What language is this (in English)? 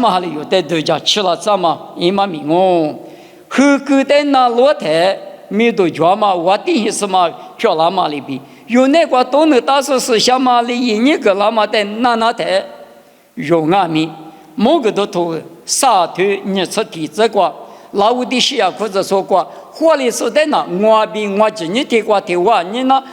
Lisu